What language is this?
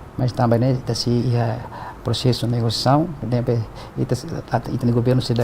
Tetum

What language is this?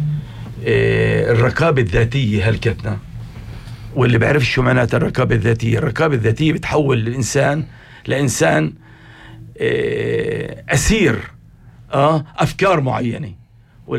North Levantine Arabic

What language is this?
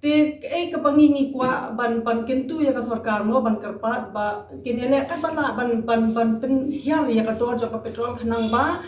Khasi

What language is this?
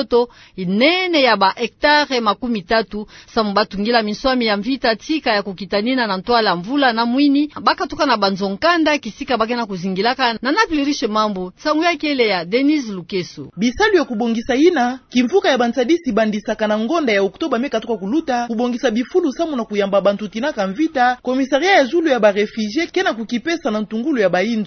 Kituba (Democratic Republic of Congo)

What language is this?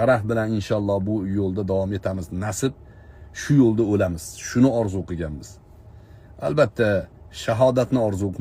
Uzbek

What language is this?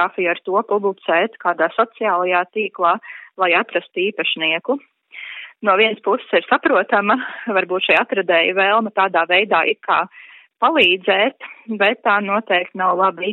Latvian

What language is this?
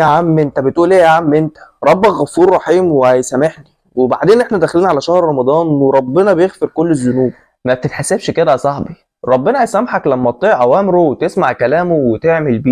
Egyptian Arabic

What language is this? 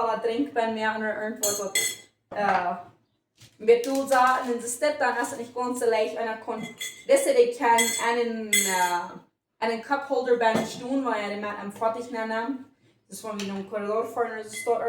Plautdietsch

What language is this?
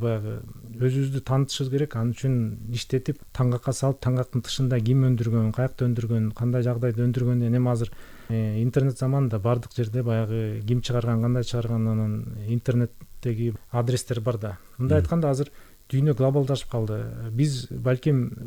Kyrgyz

